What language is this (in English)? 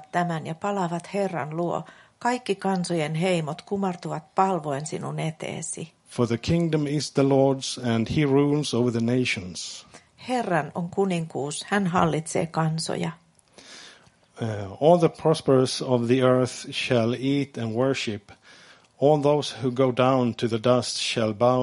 Finnish